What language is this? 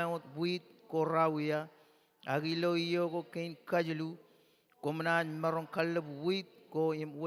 Marshallese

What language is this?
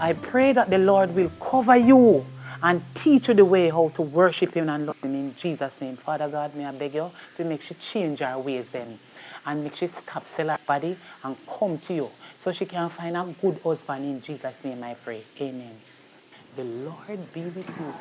Jamaican Creole English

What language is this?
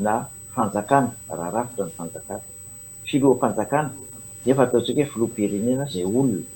Malagasy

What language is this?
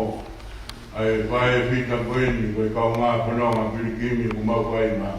Tongan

